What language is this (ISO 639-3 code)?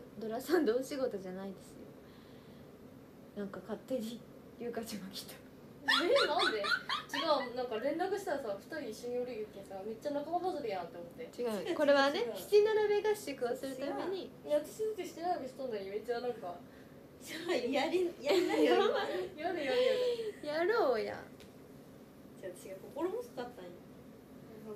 jpn